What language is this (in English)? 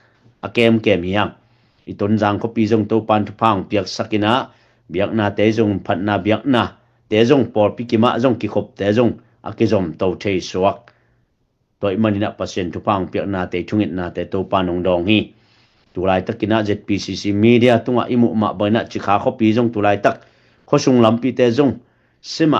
Tedim Chin